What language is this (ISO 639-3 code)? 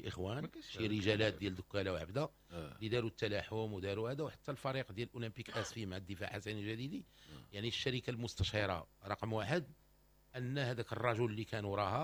ary